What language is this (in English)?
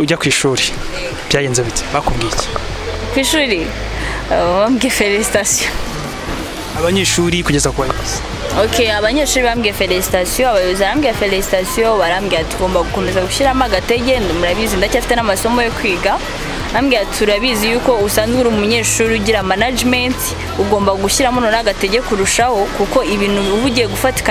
Kinyarwanda